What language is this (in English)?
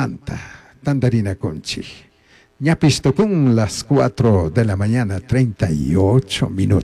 Chimborazo Highland Quichua